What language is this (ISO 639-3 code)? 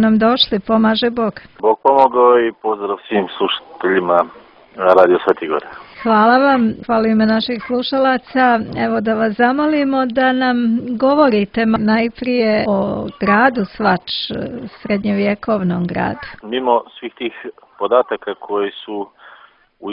srp